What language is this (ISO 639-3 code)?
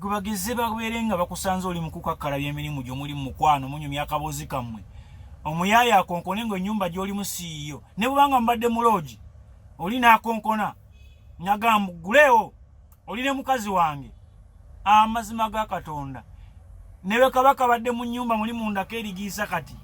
lug